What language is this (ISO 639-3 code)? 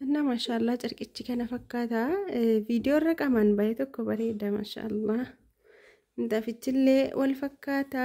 orm